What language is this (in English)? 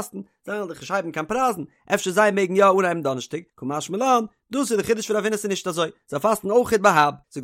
Yiddish